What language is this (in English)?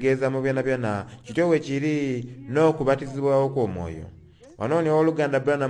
Soga